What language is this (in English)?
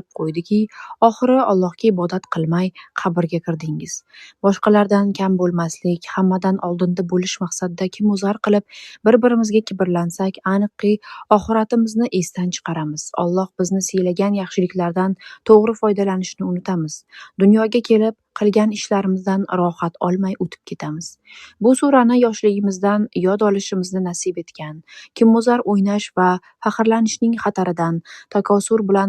Uzbek